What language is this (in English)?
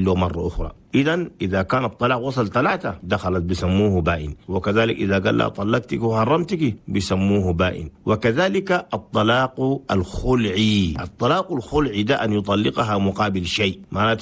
Chadian Arabic